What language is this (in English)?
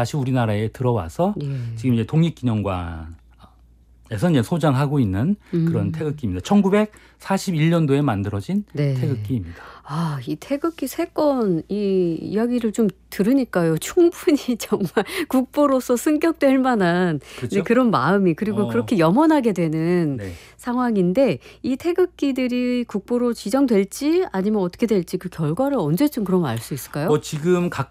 Korean